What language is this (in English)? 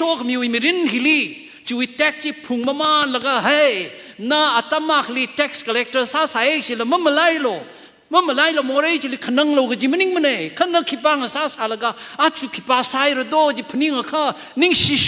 Tangkhul Naga (India)